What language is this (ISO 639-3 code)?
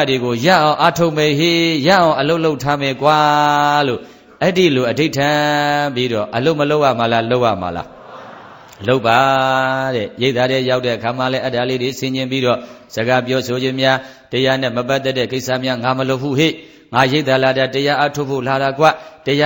mya